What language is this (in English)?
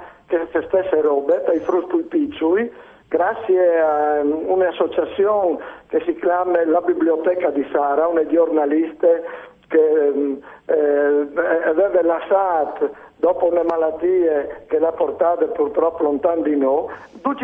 Friulian